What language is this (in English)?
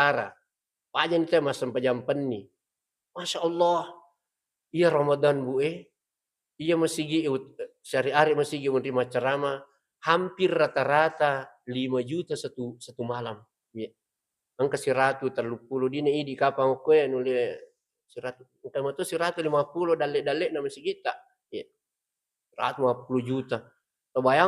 Buginese